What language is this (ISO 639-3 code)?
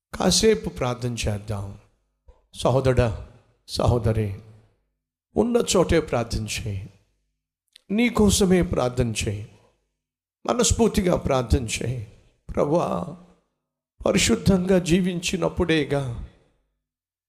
tel